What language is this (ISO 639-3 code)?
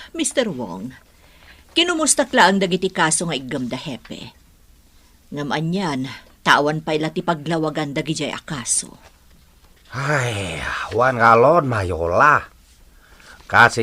ilo